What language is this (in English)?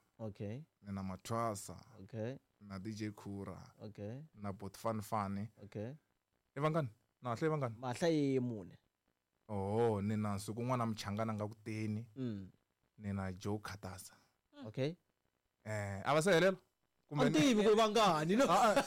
Tsonga